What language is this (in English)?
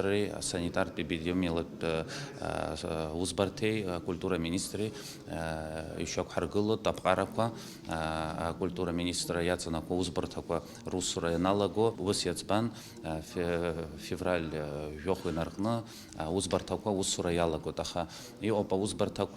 Abkhazian